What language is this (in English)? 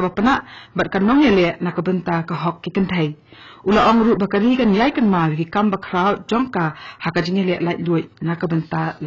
Khasi